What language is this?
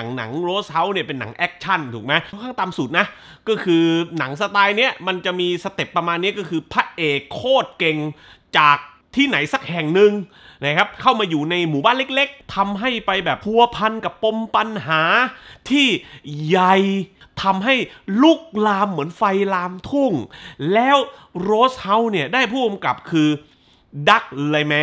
Thai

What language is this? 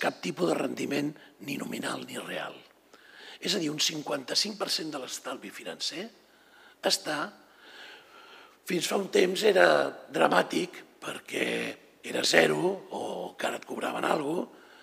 Catalan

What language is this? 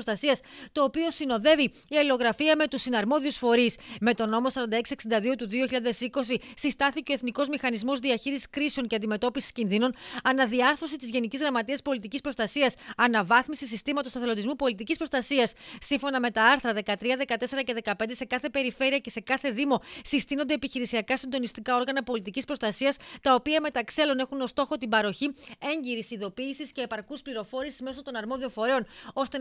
Greek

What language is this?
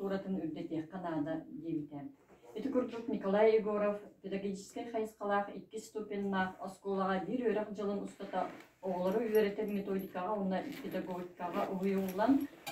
Yakut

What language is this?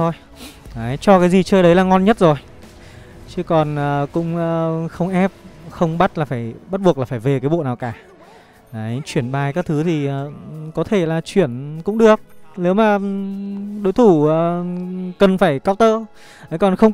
Vietnamese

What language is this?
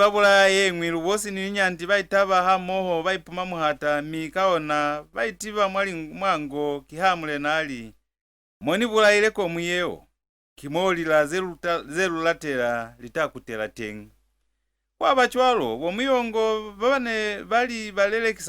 Lozi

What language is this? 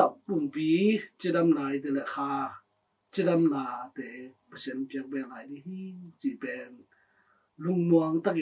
Tedim Chin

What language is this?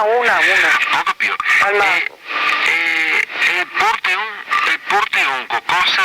Venetian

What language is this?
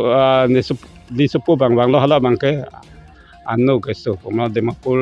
Karbi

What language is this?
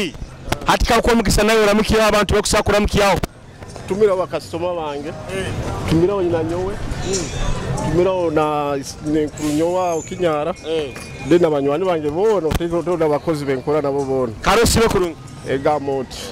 Nyoro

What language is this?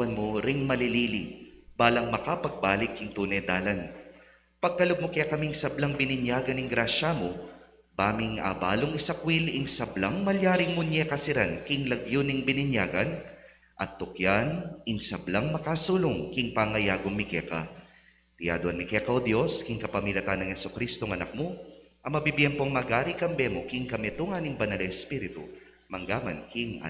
Pampanga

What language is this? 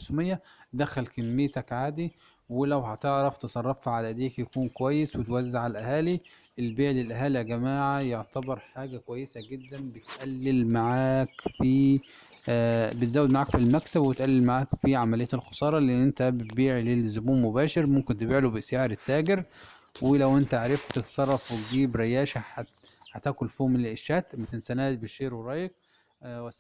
Egyptian Arabic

